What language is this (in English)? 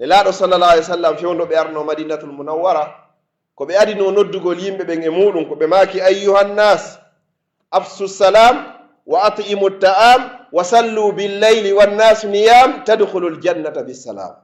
Pular